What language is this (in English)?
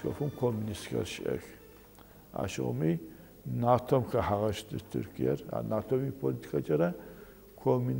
Adyghe